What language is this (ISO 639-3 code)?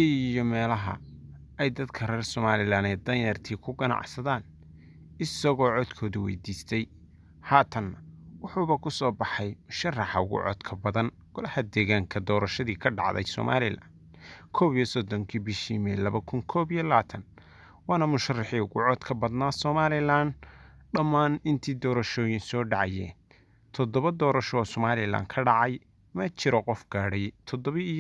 som